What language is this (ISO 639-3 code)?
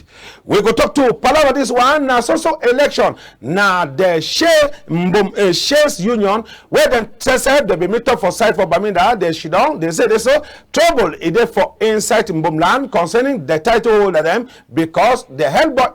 wes